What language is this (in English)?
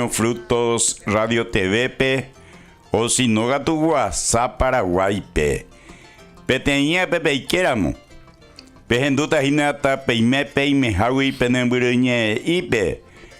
Guarani